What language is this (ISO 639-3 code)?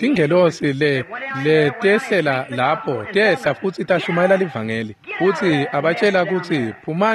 ssw